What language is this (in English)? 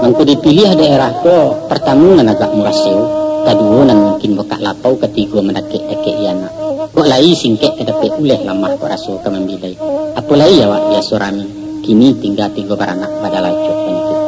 Minangkabau